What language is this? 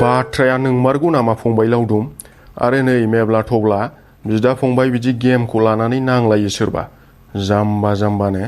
Bodo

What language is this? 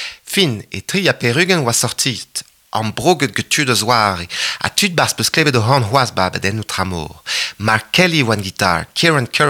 Breton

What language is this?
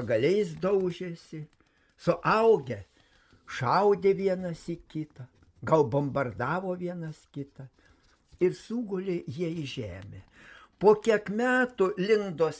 Lithuanian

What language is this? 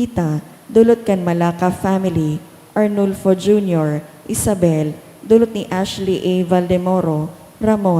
Bikol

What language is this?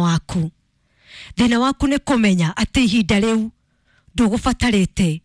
Kikuyu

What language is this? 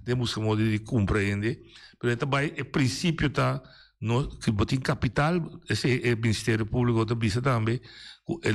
Papiamento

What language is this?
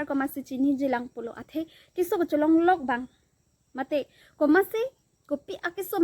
Karbi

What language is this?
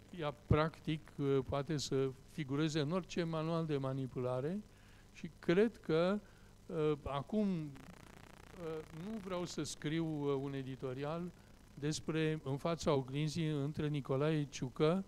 Romanian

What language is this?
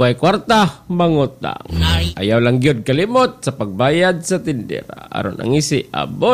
Cebuano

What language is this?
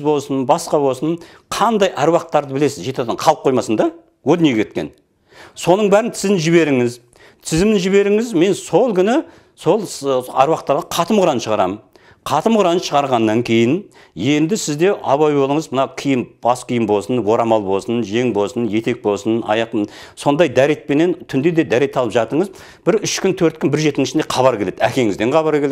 Kazakh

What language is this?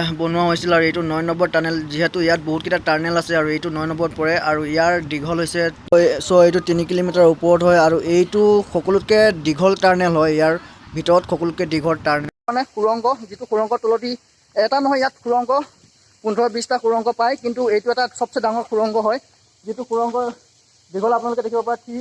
Assamese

